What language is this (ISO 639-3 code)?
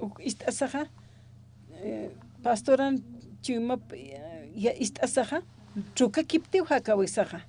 aym